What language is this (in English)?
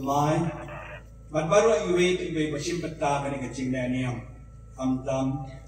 Khasi